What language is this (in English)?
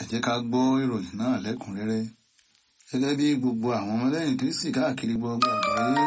Yoruba